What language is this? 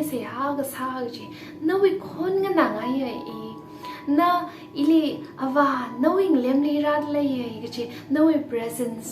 Tangkhul Naga (India)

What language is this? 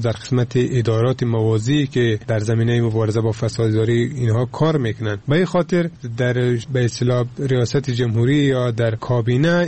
Persian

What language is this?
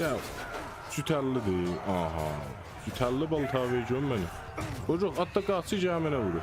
South Azerbaijani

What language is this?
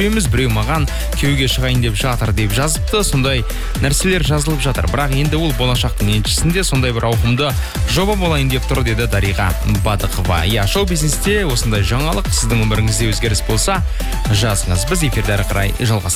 Kazakh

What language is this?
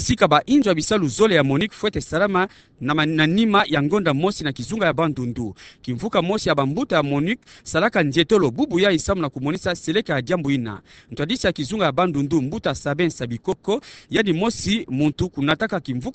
Kituba (Democratic Republic of Congo)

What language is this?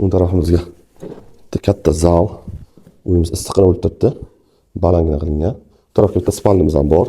Uzbek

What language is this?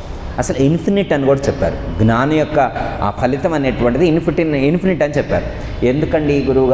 Telugu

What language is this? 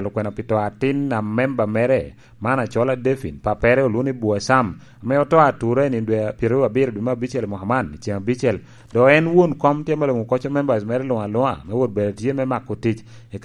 Lango (Uganda)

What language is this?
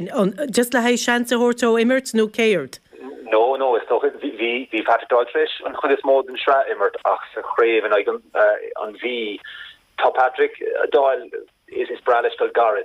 Irish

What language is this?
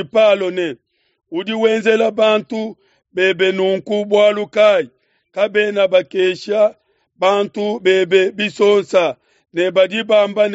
Luba-Lulua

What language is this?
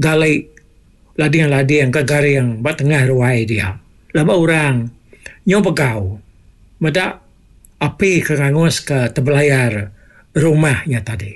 Iban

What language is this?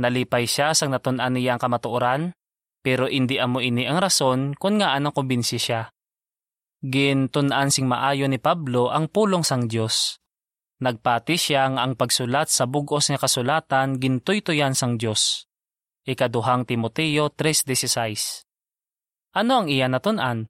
Hiligaynon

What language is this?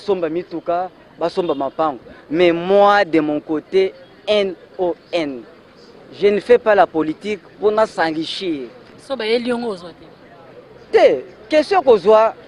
Lingala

